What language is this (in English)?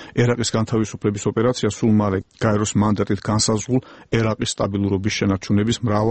Georgian